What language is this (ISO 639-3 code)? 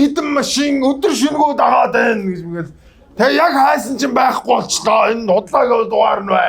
mon